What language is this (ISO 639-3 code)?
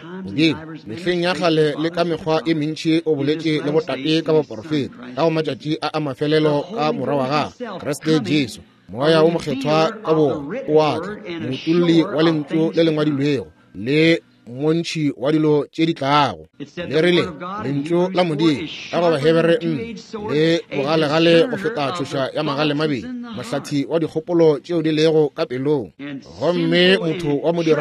nso